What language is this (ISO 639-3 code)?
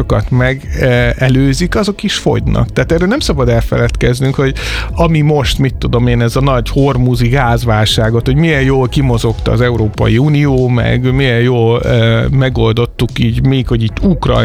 hun